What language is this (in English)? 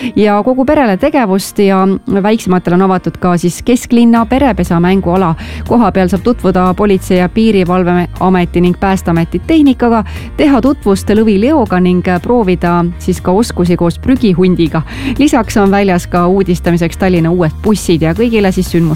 Estonian